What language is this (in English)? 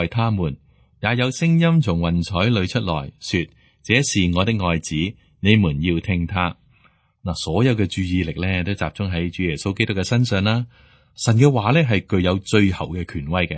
Cantonese